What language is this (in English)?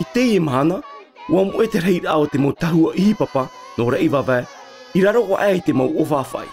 Tahitian